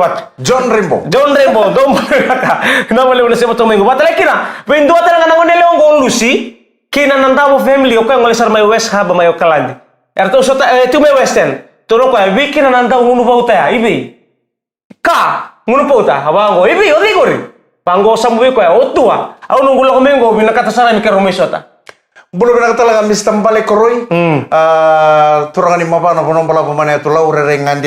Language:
Fijian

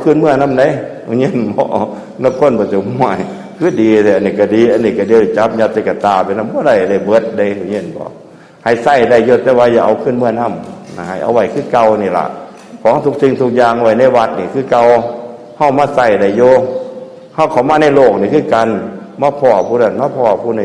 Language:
Northeastern Thai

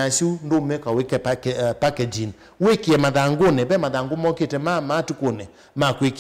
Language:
Kamba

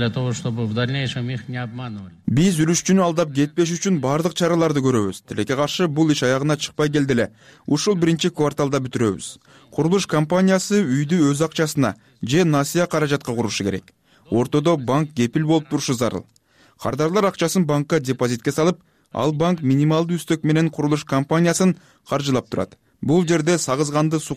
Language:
Kyrgyz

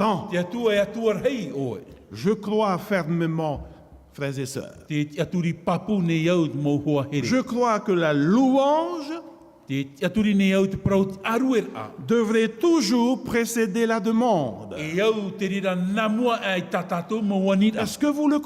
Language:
Tahitian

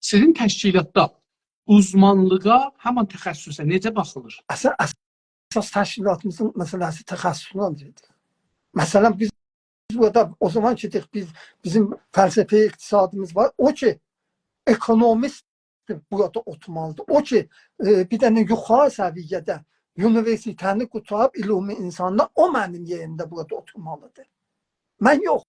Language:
South Azerbaijani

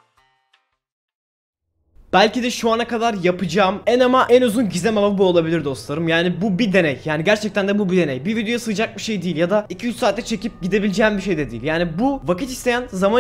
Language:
Turkish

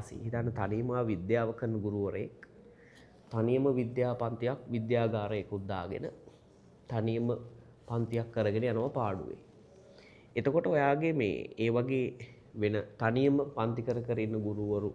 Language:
Sinhala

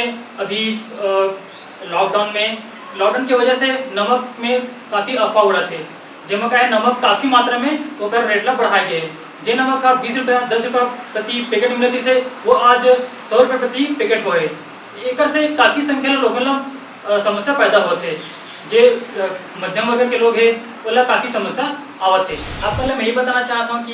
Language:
Chhattisgarhi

